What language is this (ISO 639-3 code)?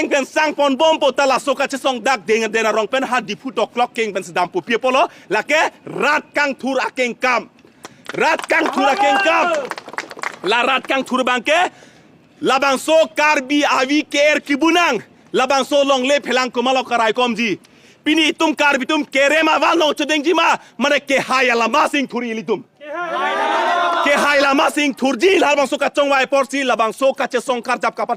mjw